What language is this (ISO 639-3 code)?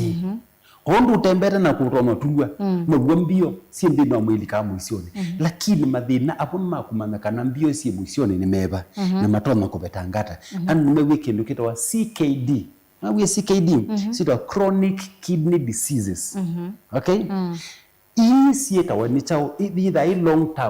kam